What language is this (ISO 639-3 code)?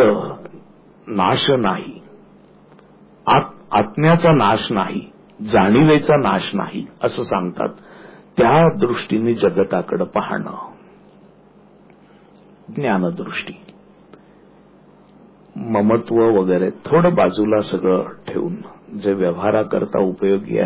mar